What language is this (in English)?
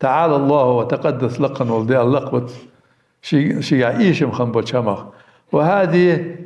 Ingush